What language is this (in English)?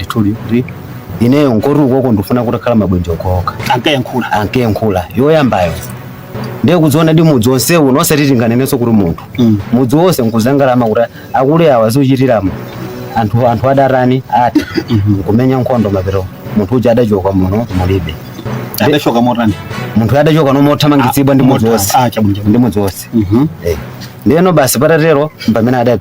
Nyanja